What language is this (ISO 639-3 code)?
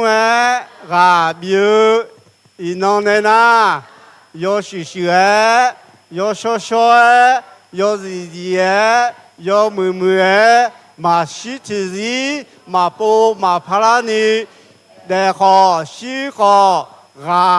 ahk